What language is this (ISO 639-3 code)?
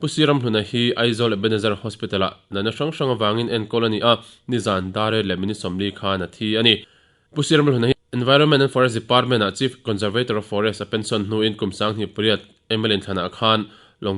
lus